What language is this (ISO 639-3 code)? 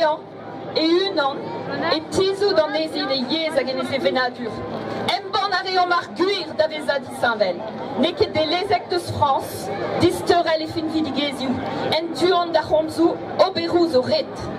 bre